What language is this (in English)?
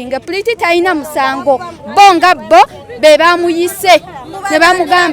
Ganda